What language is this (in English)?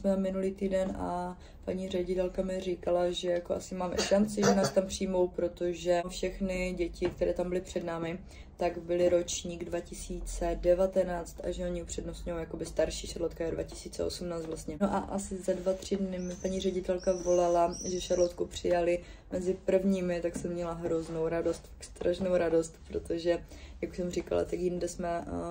Czech